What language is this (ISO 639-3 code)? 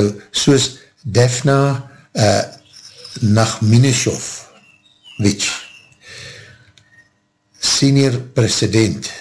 afr